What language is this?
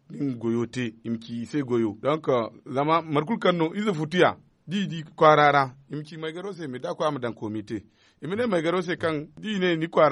Zarma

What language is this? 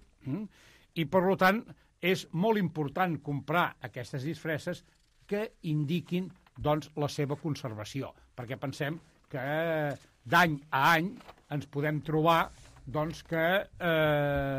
Catalan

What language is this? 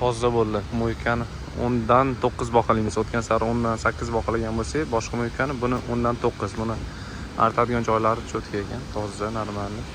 Uzbek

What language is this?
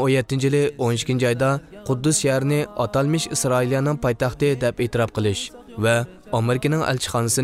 Uyghur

